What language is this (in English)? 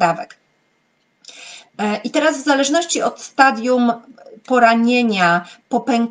Polish